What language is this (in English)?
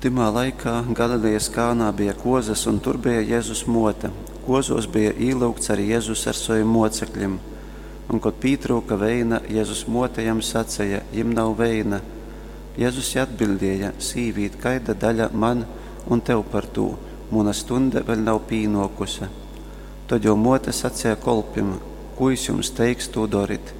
Latgalian